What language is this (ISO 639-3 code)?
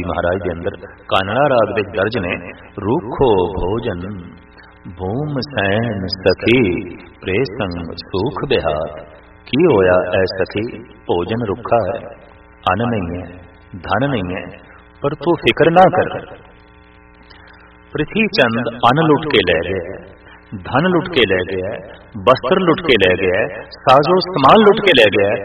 pan